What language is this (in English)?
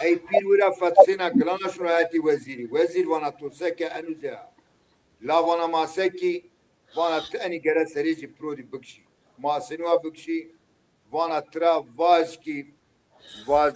Zaza